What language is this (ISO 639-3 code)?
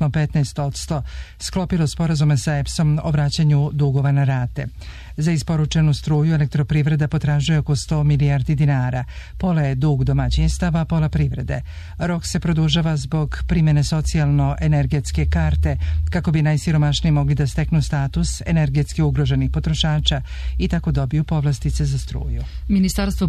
srp